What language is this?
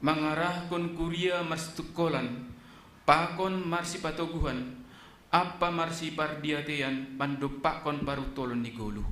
Batak Simalungun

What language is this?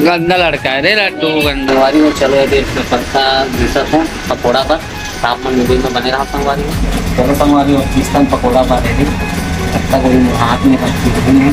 Chhattisgarhi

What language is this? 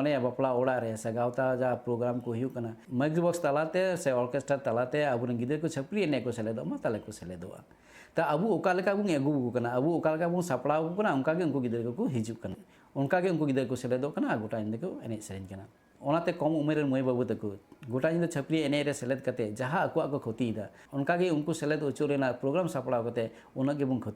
Santali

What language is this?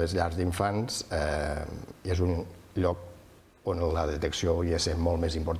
Catalan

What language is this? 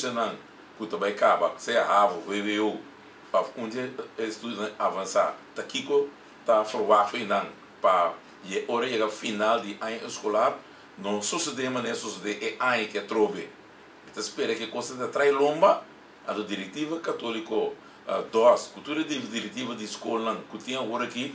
Papiamento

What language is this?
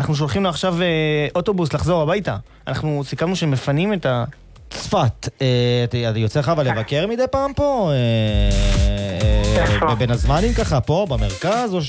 Hebrew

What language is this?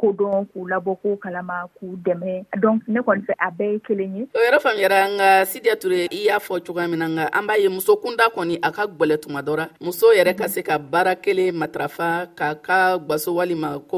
Dyula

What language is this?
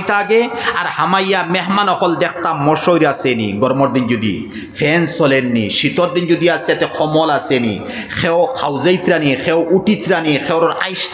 Sylheti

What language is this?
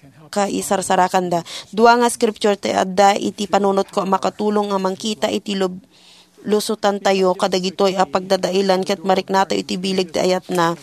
Iloko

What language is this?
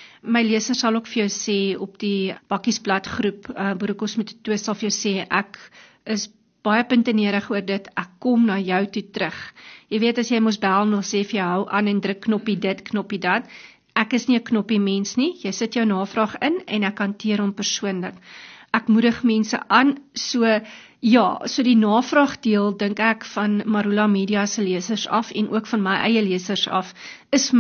Afrikaans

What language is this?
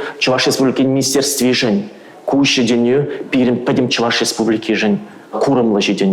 Chuvash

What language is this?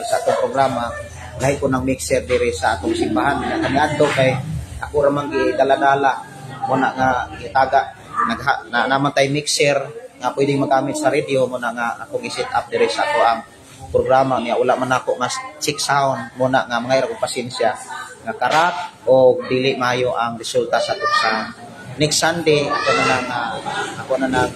Cebuano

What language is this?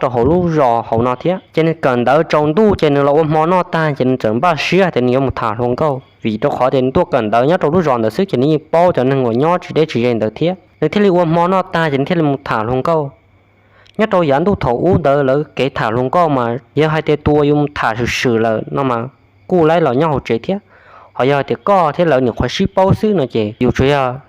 Hmong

